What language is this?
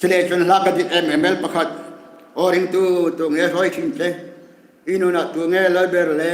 Hmar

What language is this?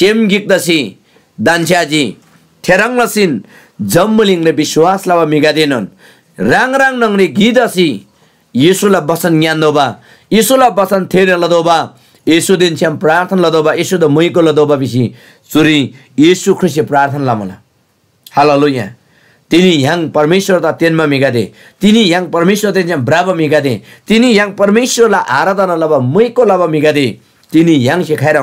Eastern Tamang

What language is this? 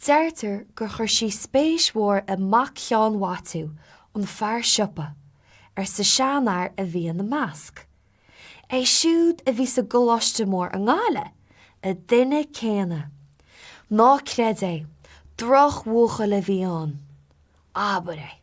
Irish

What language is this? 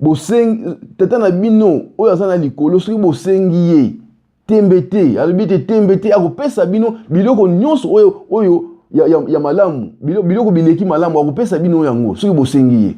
Lingala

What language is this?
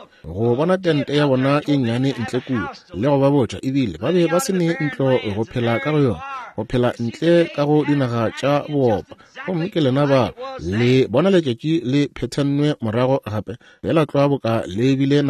Northern Sotho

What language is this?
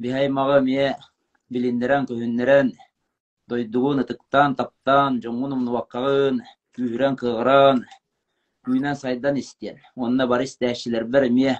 Yakut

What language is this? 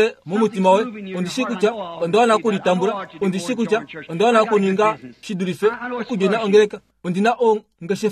Kuanyama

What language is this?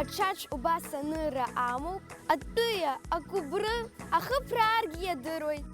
Abkhazian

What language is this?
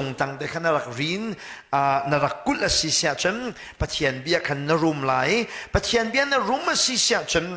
Hakha Chin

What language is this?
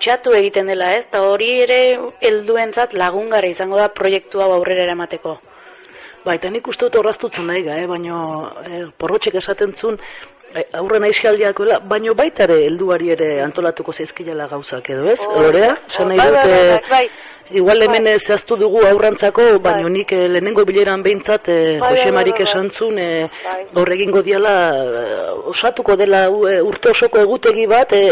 Basque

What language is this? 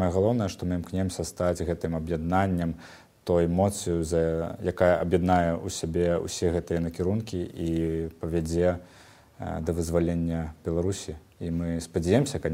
Belarusian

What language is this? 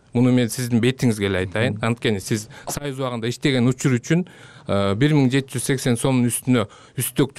Kyrgyz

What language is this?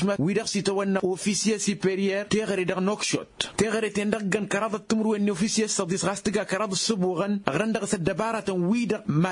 Tamasheq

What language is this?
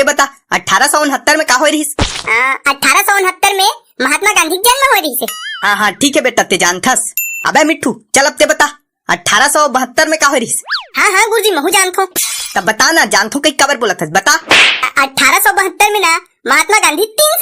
Chhattisgarhi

